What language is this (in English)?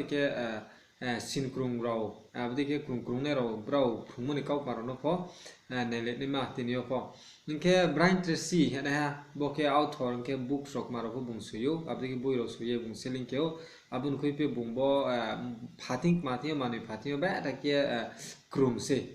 Riang (India)